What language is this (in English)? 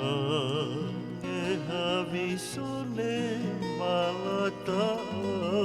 Tongan